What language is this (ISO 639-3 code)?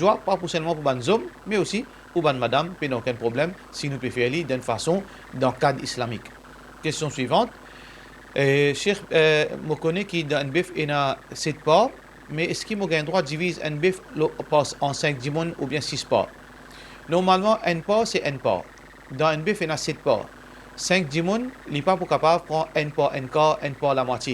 mfe